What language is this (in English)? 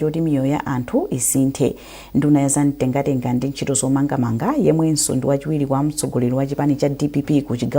Nyanja